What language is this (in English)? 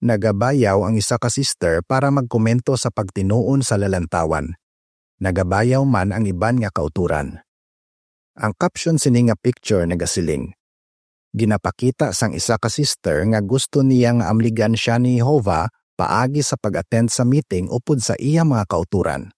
Hiligaynon